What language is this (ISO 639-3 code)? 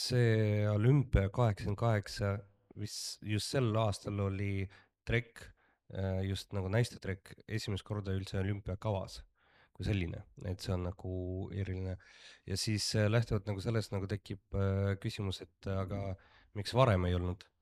est